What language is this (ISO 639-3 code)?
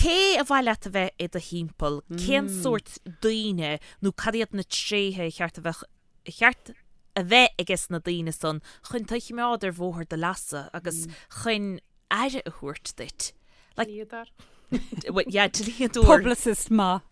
gle